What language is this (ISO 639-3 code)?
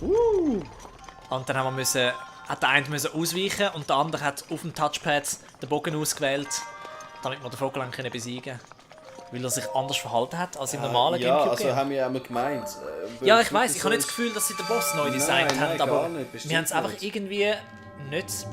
gsw